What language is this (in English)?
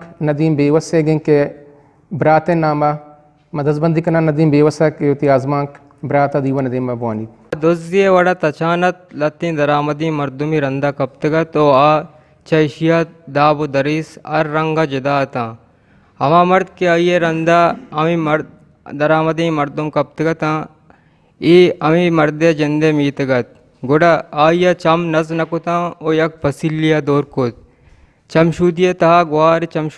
Eastern Balochi